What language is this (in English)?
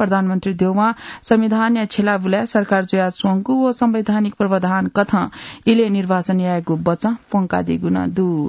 Newari